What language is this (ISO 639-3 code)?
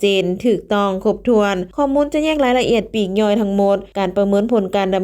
lao